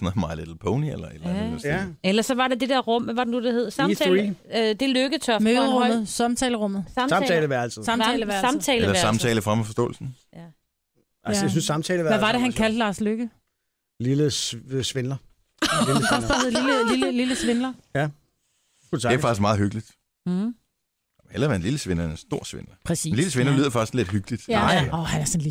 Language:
Danish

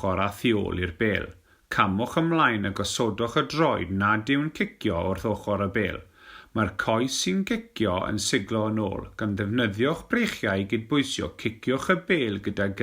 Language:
Welsh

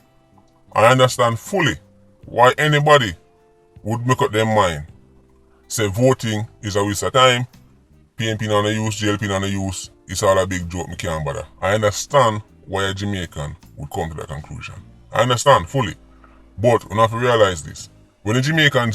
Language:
Jamaican Creole English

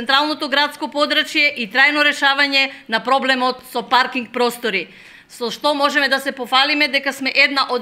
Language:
Macedonian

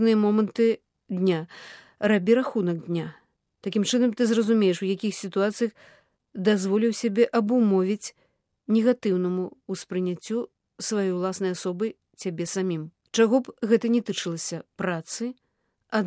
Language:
Belarusian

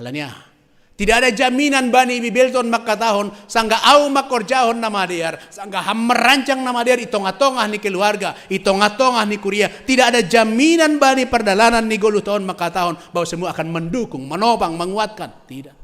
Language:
Batak Simalungun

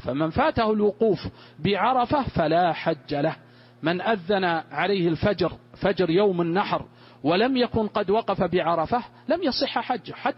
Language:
Arabic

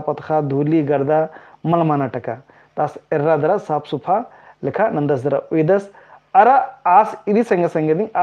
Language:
Kurukh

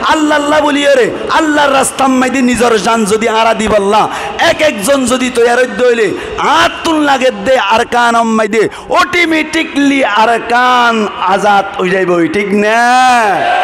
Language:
Rohingya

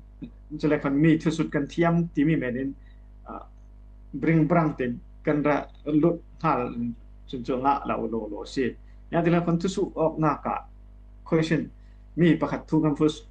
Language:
Falam Chin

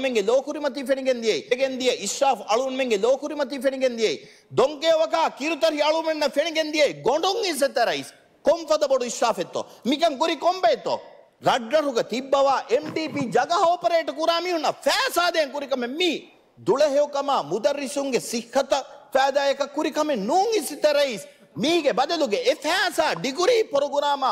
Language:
Divehi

